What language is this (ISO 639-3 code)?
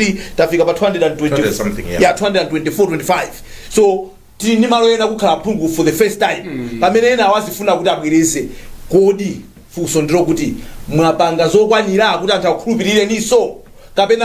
nya